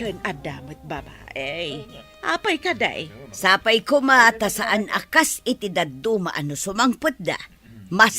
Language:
Iloko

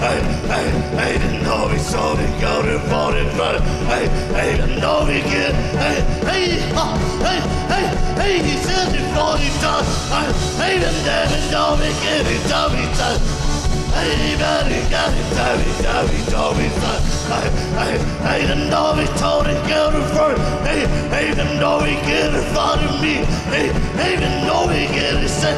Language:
Tedim Chin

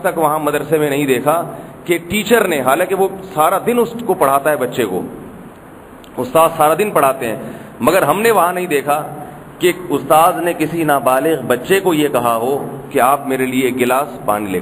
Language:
Urdu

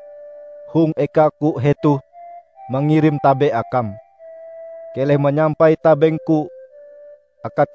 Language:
Ngaju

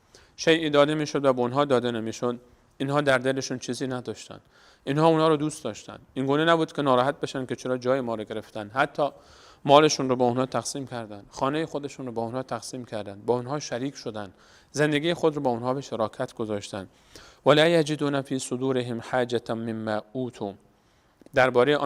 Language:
Persian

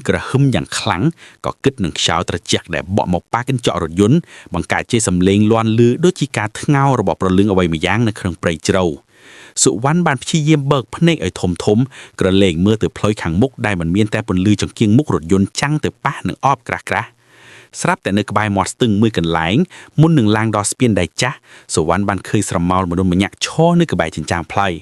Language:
Khmer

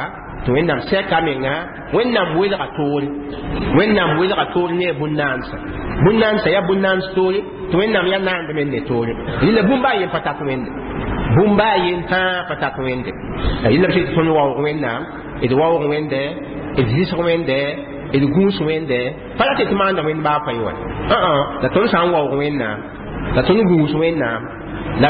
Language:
Mossi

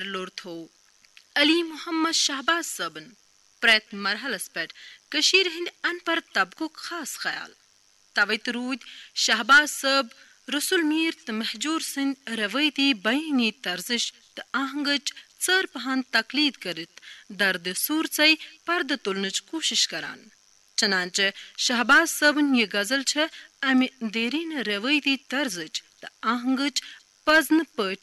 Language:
Kashmiri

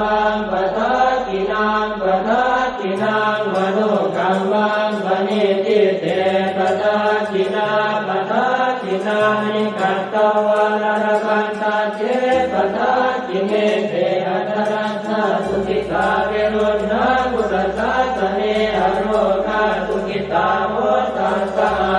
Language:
Pali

